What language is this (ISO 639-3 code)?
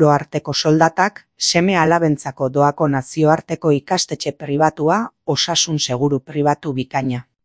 eus